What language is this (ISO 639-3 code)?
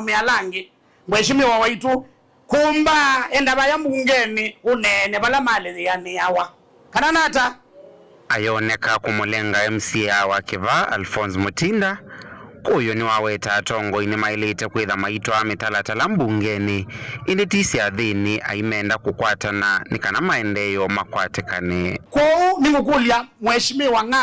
kam